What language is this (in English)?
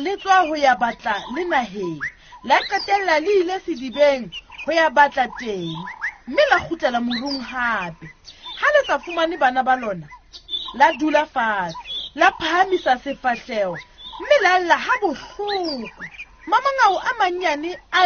Southern Sotho